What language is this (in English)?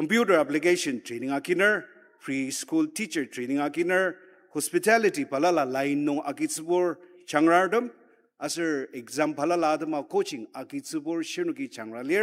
Ao Naga